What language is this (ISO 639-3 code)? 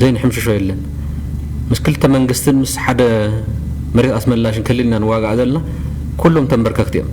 tir